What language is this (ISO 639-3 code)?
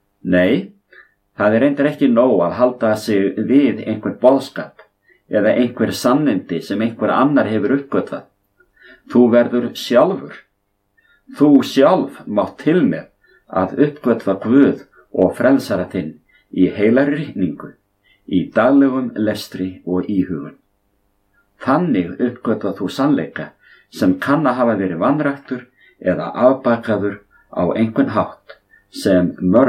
isl